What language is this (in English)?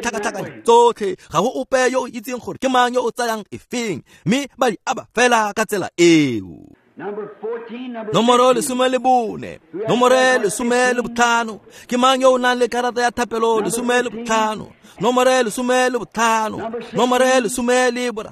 Tswana